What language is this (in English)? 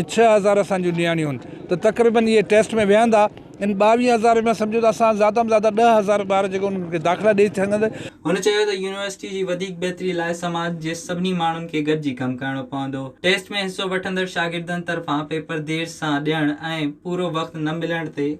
Sindhi